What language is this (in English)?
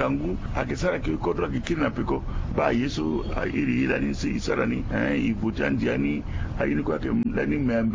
Sango